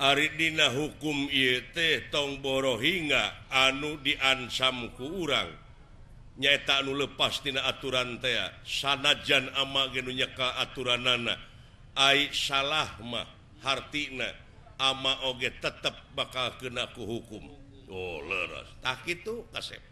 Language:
Sundanese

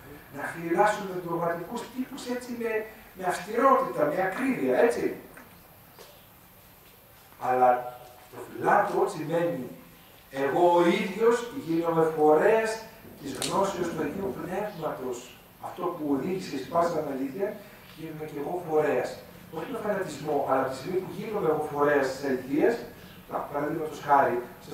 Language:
Greek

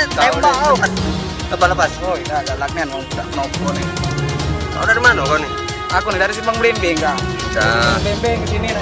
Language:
Musi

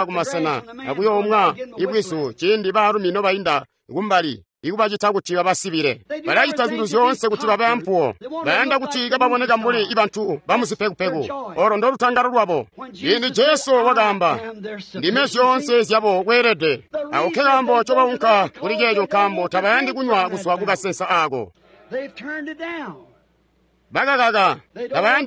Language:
Tonga (Zambia)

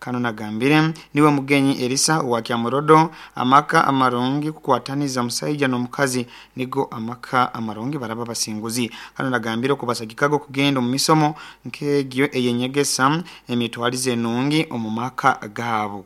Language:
Nyoro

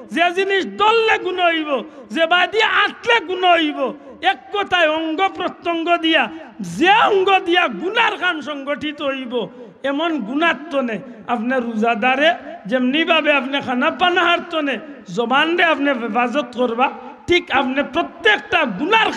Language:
Sylheti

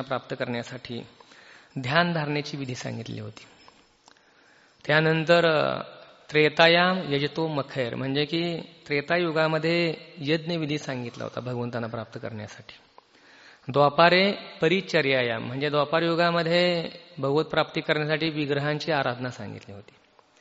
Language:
Marathi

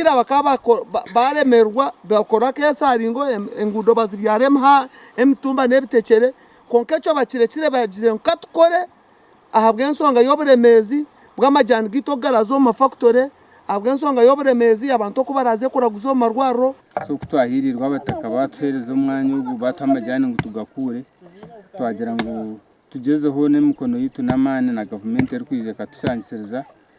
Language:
Nyankole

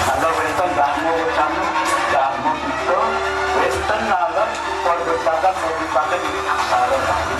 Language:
Balinese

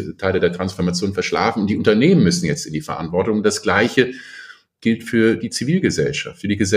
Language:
German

